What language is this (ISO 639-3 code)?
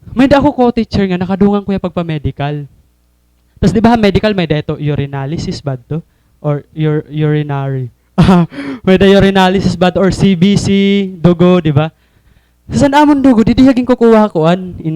war